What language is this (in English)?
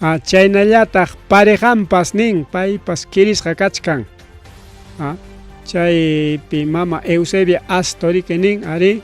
Ayacucho Quechua